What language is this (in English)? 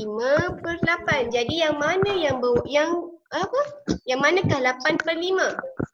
Malay